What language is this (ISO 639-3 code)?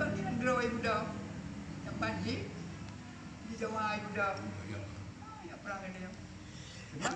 ace